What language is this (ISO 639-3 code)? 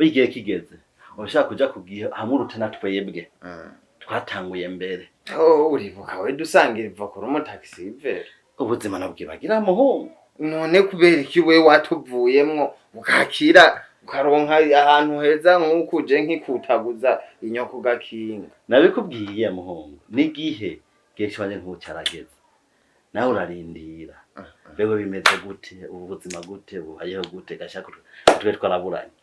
run